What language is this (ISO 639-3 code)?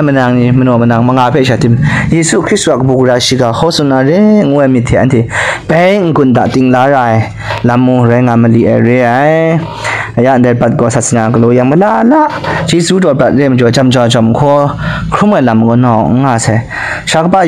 kac